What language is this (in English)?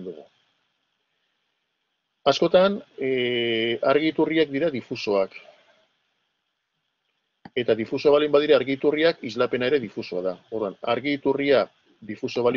Basque